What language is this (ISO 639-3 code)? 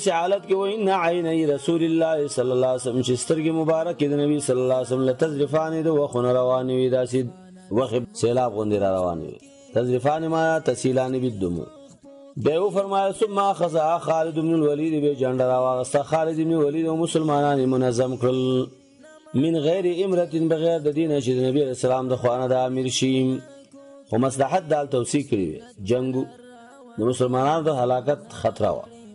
pus